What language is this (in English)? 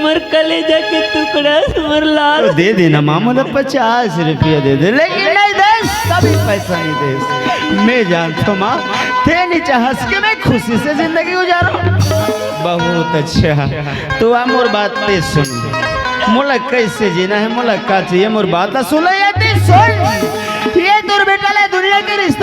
Chhattisgarhi